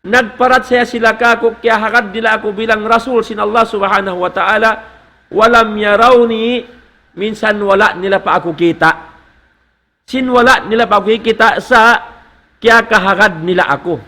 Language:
Tausug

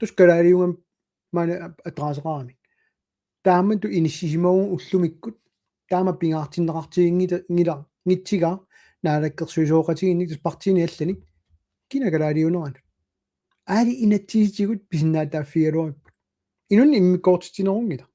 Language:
Kalaallisut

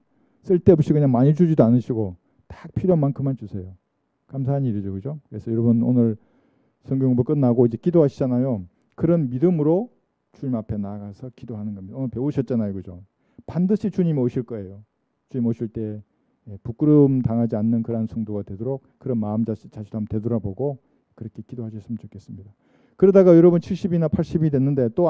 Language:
Korean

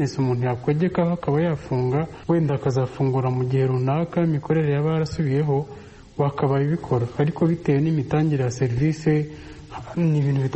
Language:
Kinyarwanda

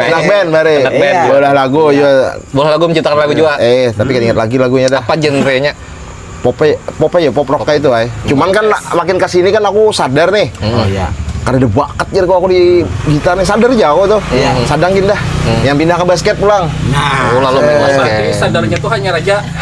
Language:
Banjar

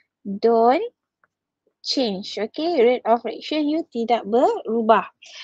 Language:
Malay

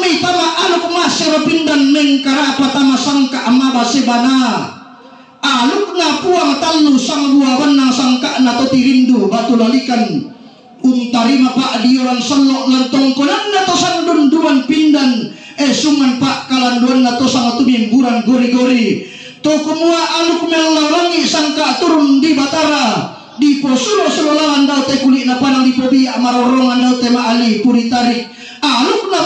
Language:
Toraja-Sa'dan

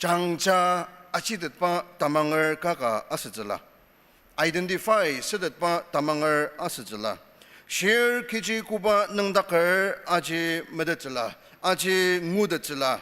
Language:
Ao Naga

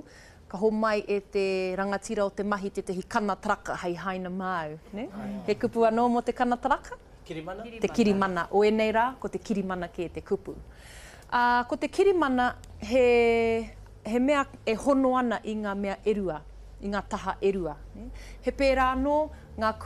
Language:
Māori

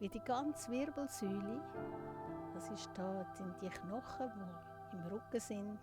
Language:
Swiss German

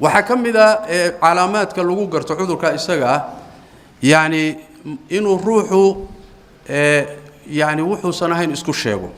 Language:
Somali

